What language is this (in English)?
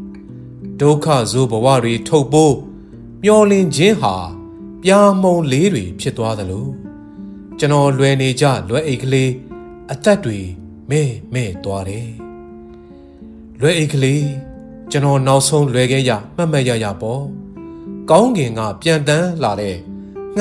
Burmese